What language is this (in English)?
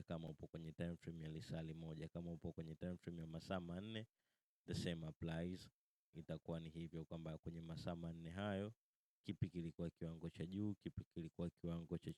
Swahili